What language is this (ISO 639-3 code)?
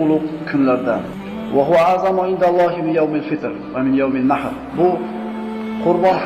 uzb